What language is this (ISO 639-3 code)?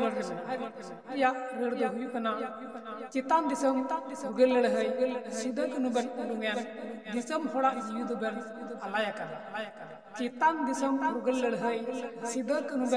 sat